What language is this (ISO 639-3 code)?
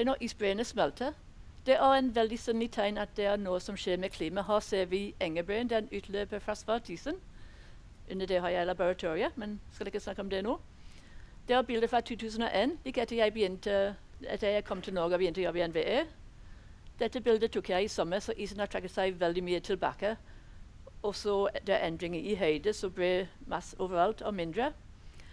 nor